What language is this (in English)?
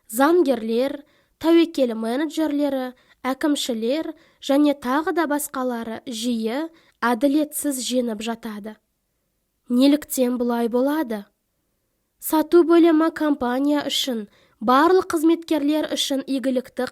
Kazakh